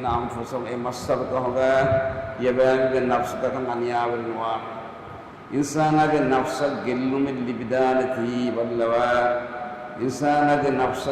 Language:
Divehi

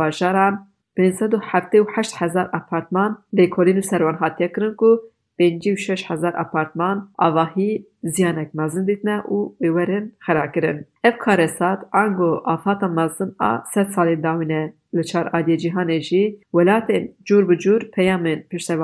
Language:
Kurdish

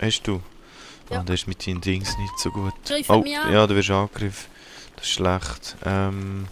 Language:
Swiss German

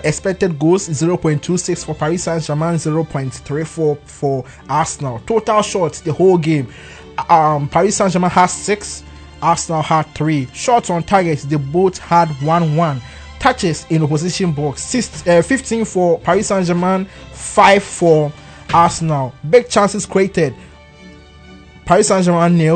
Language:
English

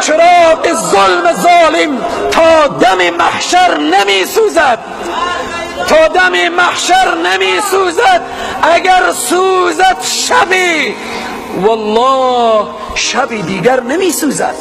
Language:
Persian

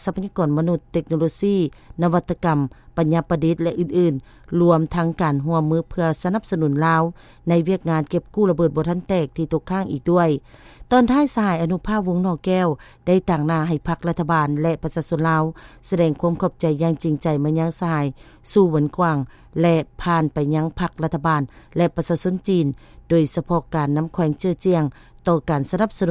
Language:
Lao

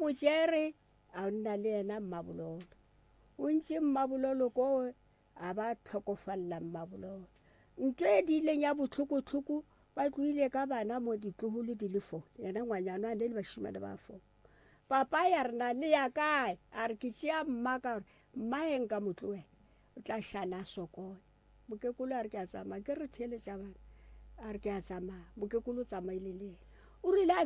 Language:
Northern Sotho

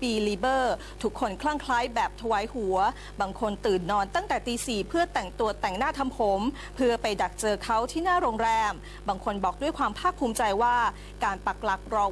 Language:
Thai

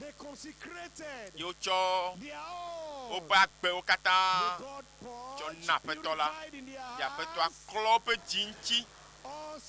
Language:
Ewe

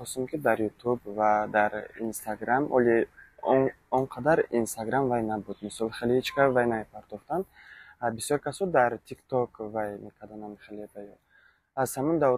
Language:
Tajik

